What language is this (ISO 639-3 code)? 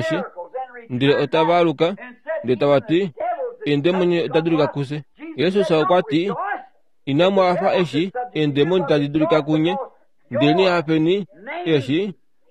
kua